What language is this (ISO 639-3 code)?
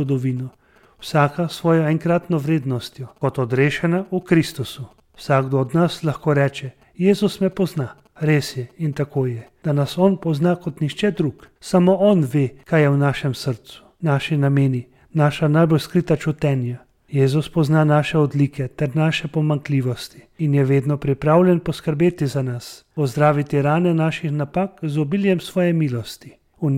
slv